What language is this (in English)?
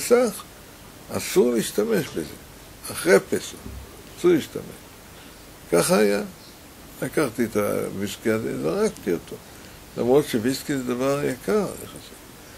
Hebrew